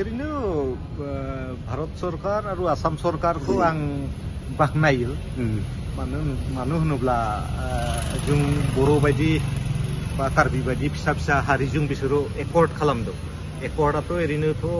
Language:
Bodo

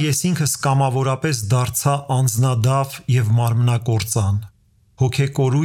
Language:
Armenian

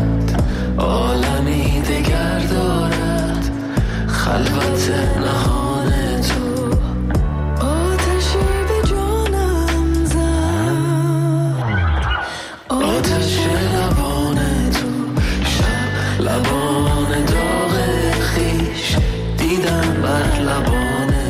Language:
Persian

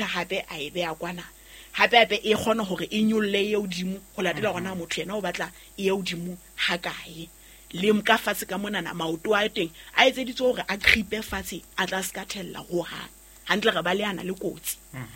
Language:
Southern Sotho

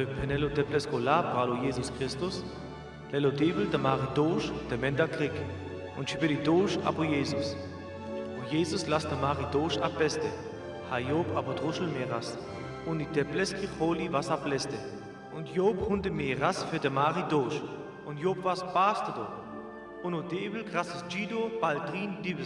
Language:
Sinte Romani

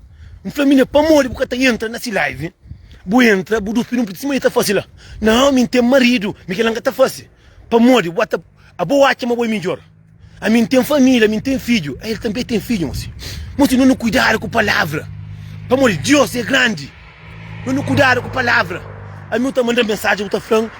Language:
Kabuverdianu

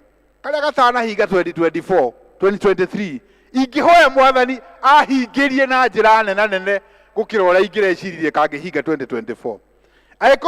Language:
Kikuyu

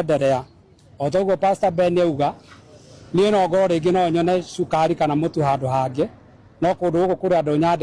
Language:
Kikuyu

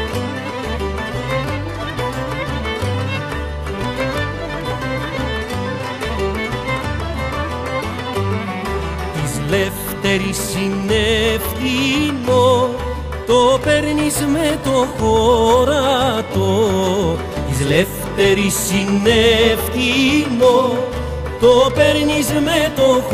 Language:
Greek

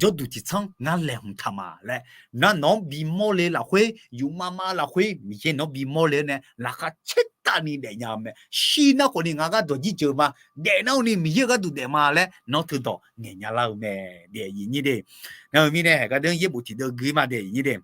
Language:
Akha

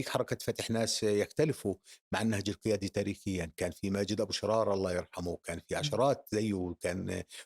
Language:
North Levantine Arabic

